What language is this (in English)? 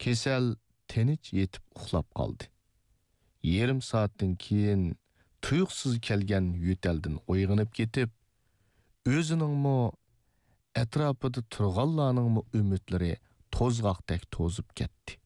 Uyghur